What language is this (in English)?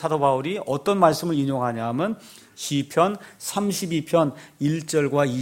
Korean